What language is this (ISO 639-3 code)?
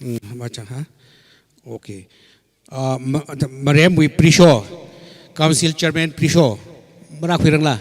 nmf